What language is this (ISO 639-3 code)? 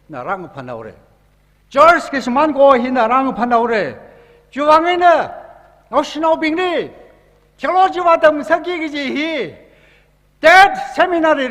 nmf